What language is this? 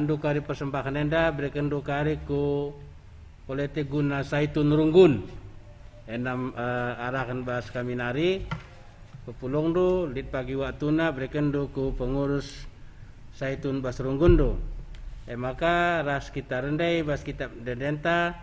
Batak Karo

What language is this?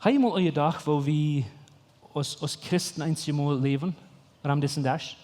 Plautdietsch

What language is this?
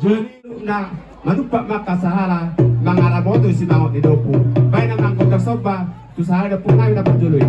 Batak Toba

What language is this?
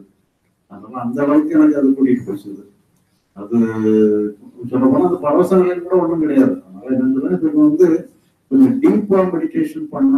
Tamil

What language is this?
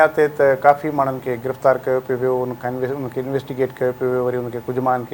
Sindhi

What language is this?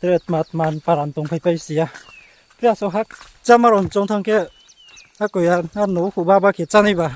Riang (India)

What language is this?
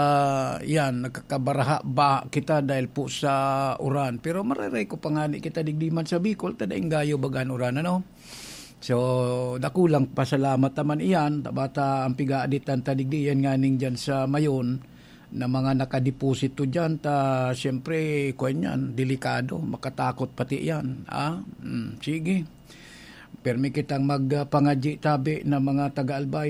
Bikol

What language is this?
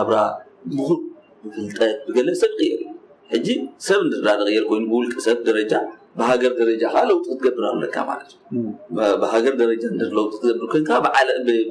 Tigrinya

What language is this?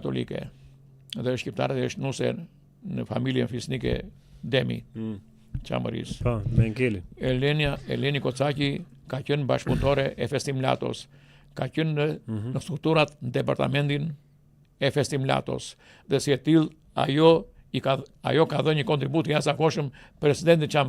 Albanian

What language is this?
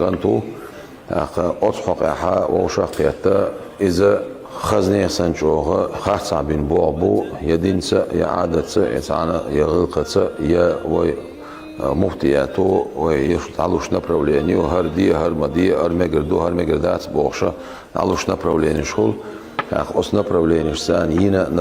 Chechen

